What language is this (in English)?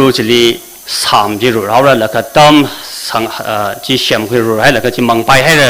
Tangkhul Naga (India)